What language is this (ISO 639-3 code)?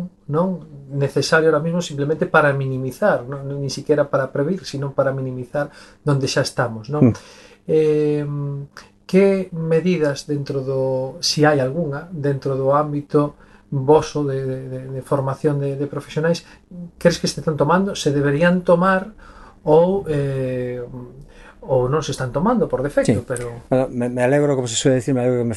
glg